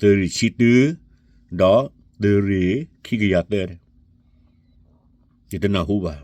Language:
S'gaw Karen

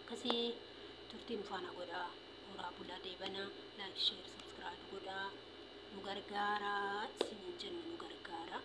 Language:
Oromo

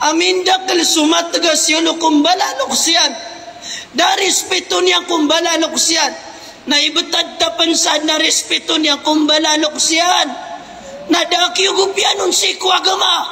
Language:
Maranao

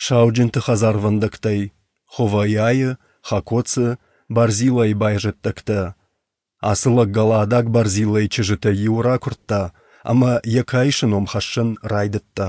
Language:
Ossetic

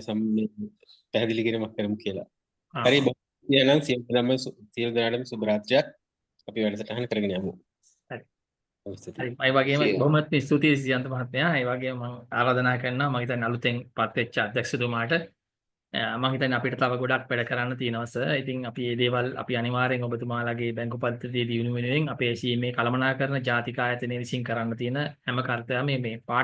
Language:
Sinhala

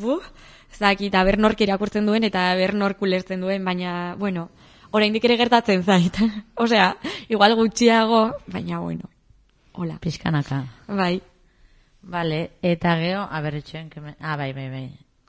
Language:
Basque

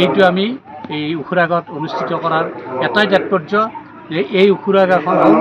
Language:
Assamese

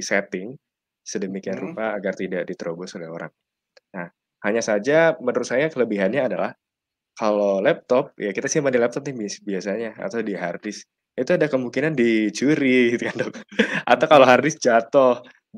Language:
Indonesian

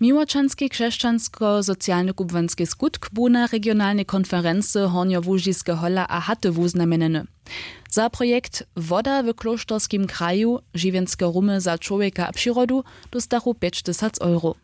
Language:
Upper Sorbian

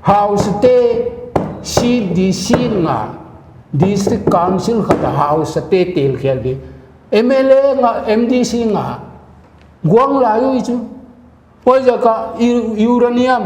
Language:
Paite Chin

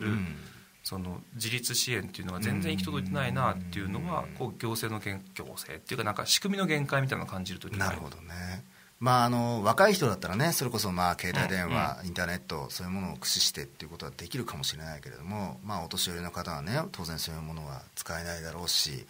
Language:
Japanese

